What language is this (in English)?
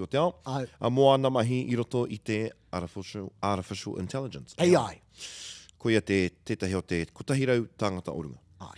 Māori